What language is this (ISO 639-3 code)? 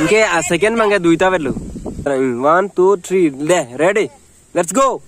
mjw